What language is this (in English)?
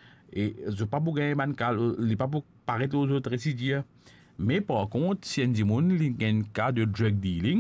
Morisyen